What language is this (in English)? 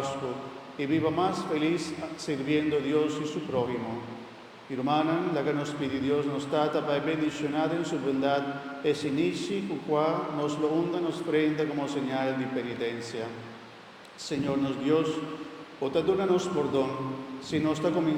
Papiamento